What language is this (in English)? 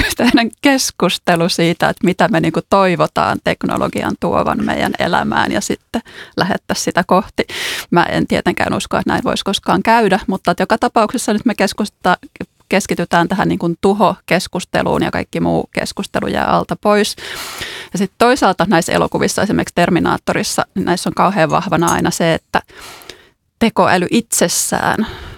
Finnish